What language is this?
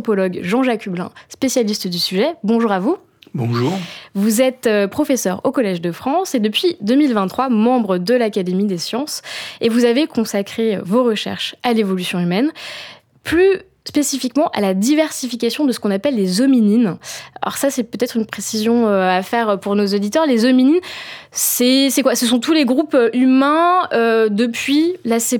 French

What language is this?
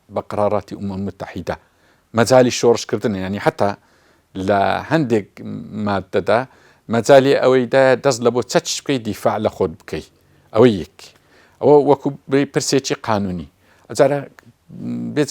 Central Kurdish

